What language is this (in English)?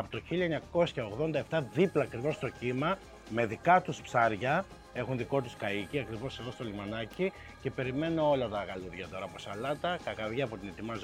Greek